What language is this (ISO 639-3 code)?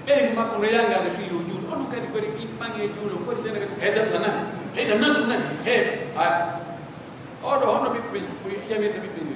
fuf